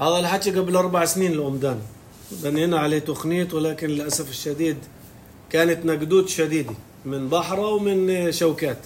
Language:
North Levantine Arabic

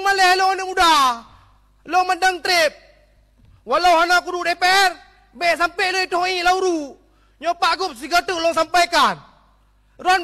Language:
Achinese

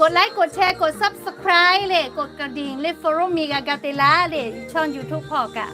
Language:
Lahu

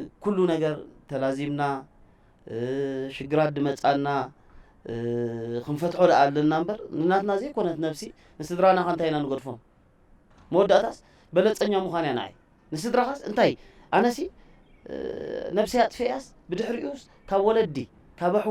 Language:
Tigrinya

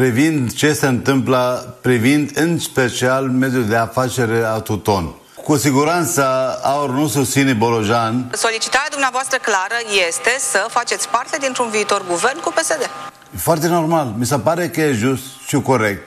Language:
Romanian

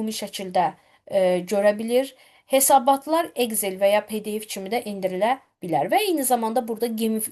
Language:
Azerbaijani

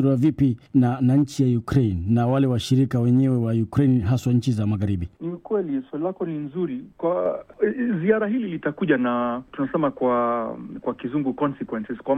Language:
Swahili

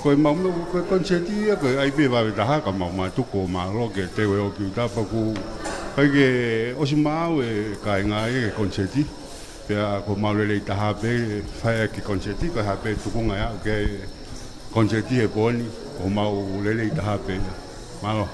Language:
Tongan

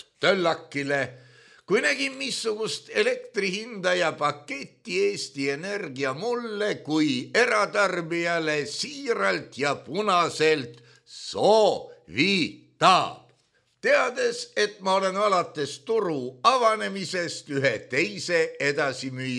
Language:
Estonian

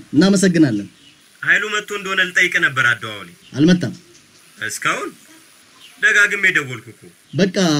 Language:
Amharic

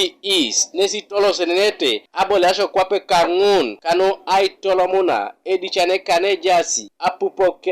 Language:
Teso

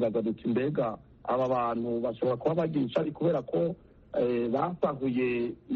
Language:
Kinyarwanda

